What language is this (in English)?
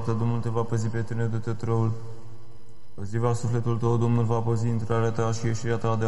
Romanian